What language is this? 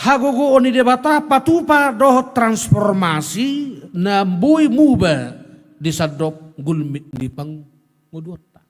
Batak Toba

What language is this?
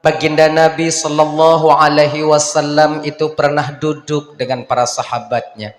Achinese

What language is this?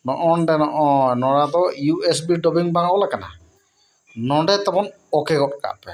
Santali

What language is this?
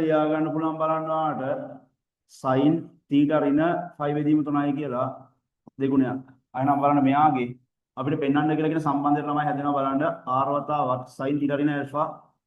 Sinhala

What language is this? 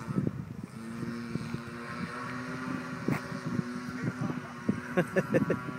Danish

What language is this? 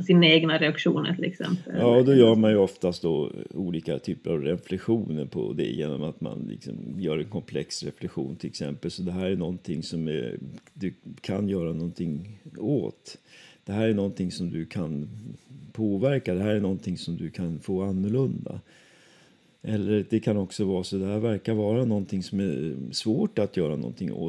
Swedish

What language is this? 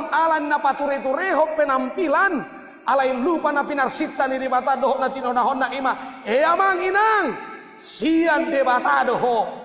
Batak Toba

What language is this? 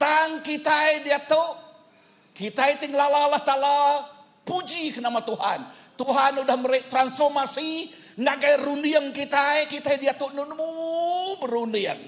Iban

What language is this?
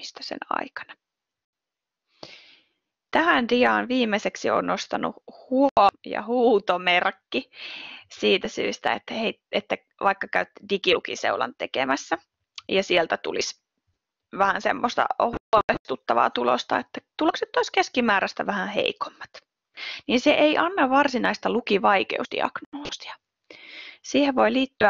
Finnish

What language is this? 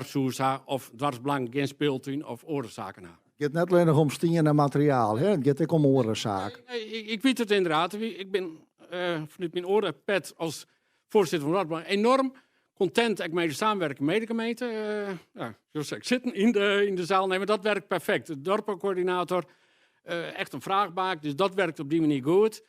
Western Frisian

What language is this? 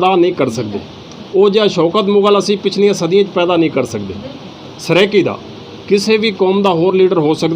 Saraiki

